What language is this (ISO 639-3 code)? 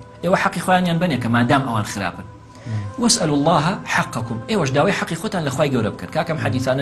ckb